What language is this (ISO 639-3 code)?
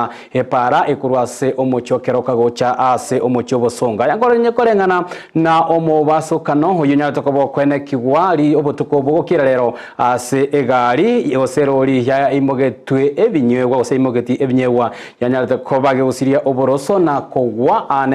guz